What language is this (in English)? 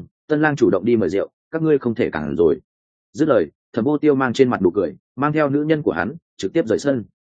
Vietnamese